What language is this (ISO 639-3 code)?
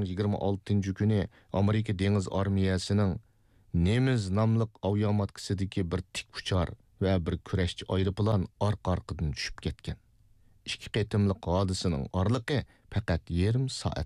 uig